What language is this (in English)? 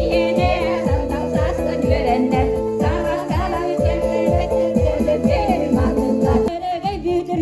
Yakut